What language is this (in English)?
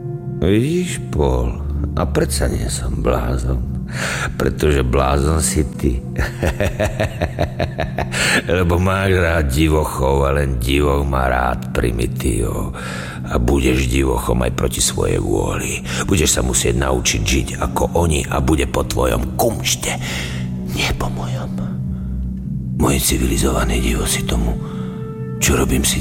Slovak